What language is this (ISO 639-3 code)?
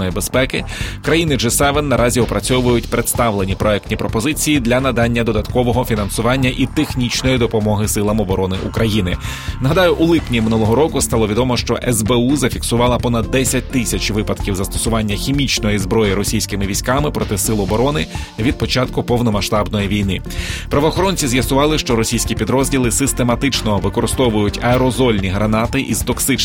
ukr